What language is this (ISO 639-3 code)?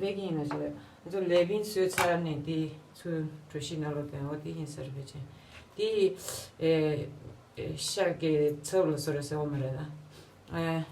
bod